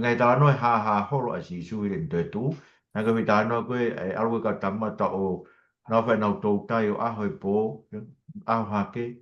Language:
Tongan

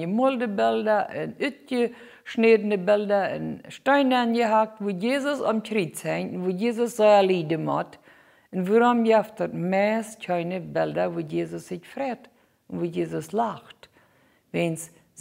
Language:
Plautdietsch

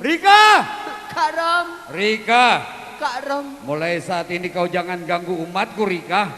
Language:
Betawi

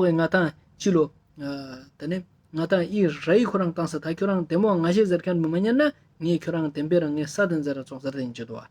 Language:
Ladakhi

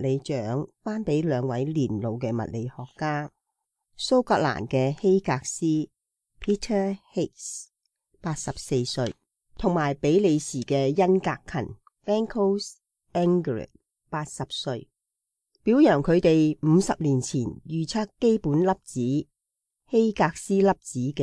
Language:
Cantonese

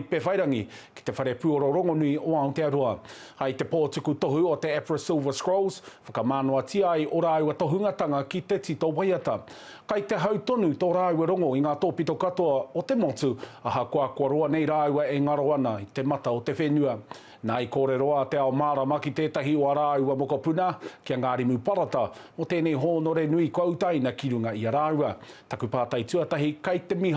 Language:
Māori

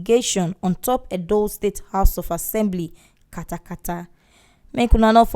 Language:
Nigerian Pidgin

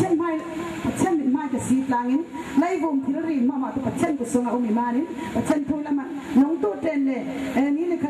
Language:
Falam Chin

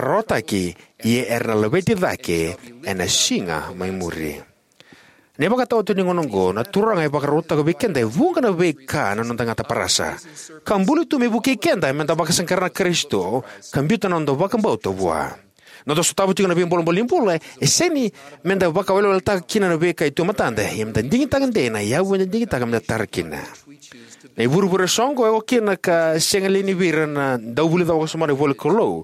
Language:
Fijian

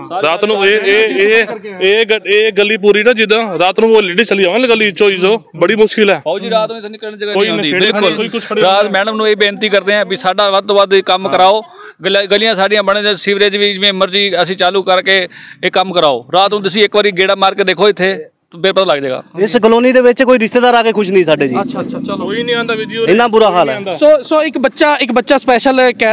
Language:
Punjabi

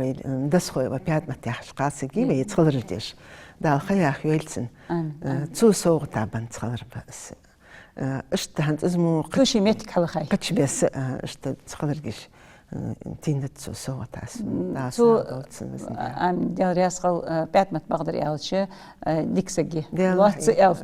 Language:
Ingush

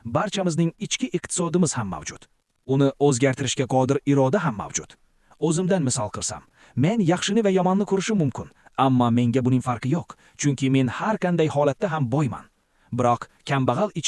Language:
Uzbek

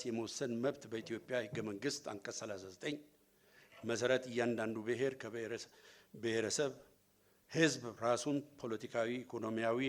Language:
Amharic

